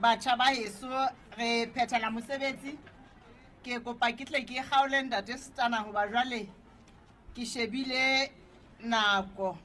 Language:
Southern Sotho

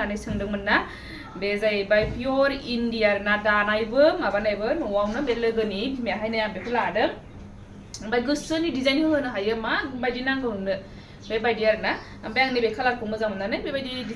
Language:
Bodo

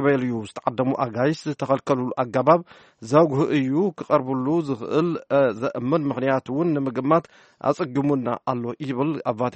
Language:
Tigrinya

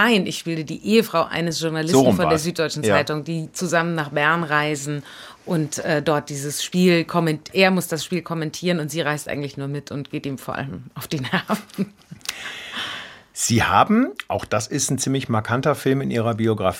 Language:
German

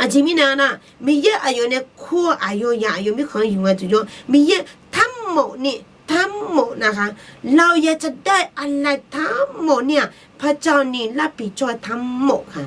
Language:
Akha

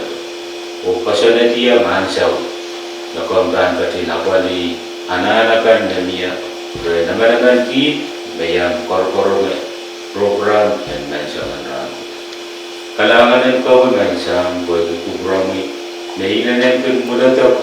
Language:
Pohnpeian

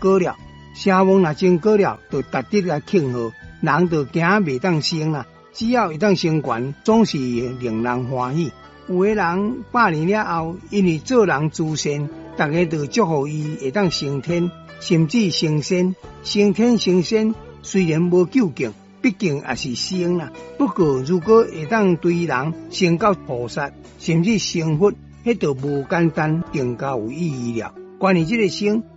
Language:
Min Nan Chinese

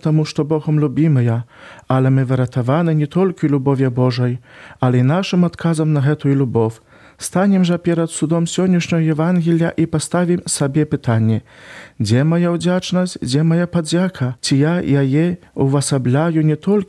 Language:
Belarusian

